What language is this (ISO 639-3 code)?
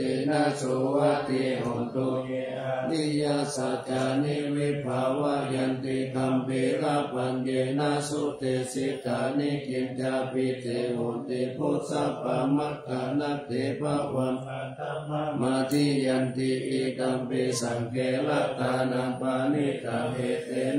pli